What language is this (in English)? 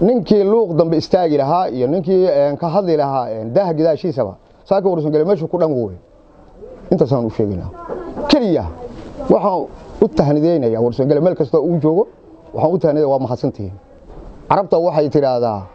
Somali